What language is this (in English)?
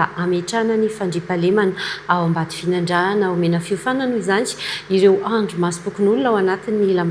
Malagasy